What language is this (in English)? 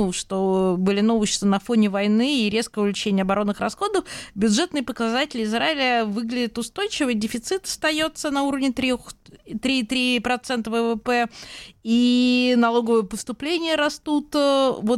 Russian